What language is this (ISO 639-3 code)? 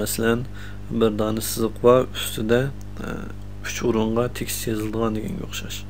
uig